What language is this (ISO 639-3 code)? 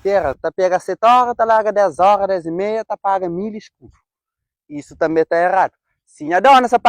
kea